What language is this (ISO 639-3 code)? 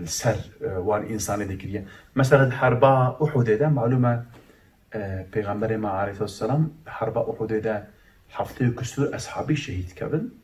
kur